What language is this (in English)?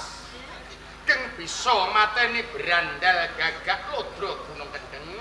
Javanese